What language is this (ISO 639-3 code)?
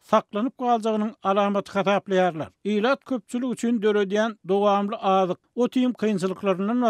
tuk